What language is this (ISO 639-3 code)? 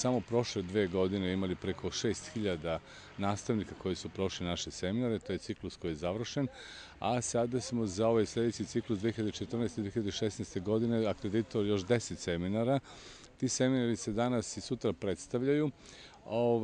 srp